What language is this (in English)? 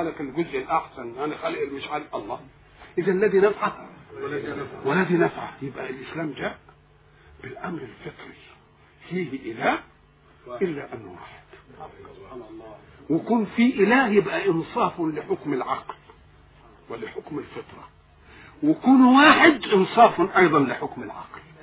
Egyptian Arabic